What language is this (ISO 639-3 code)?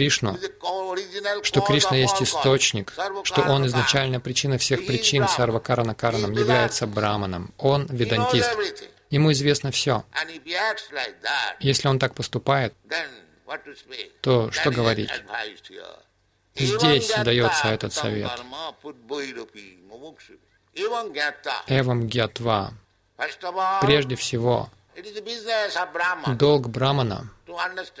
rus